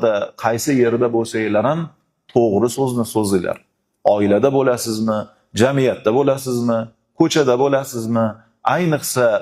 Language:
Uzbek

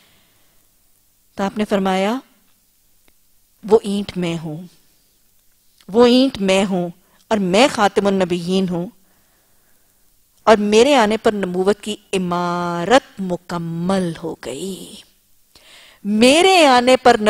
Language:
Urdu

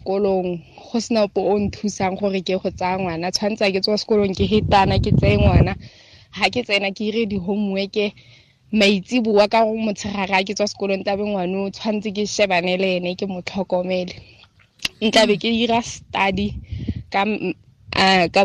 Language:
Tswana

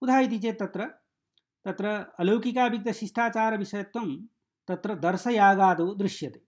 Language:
Sanskrit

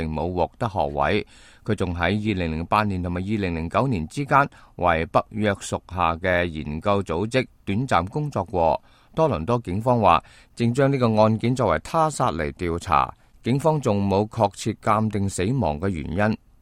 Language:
Cantonese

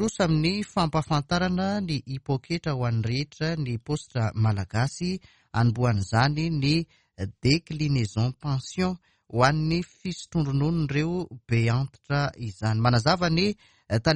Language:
Malagasy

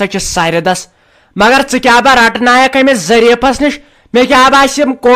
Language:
Kashmiri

